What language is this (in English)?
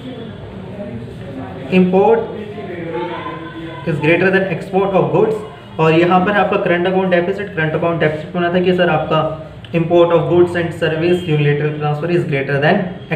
Hindi